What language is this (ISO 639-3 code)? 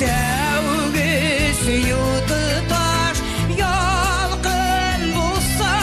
tat